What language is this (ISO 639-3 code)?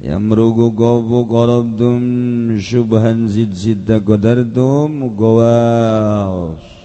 sun